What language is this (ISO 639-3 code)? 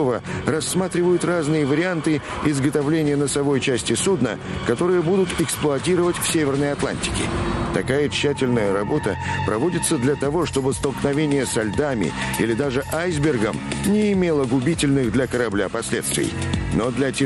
rus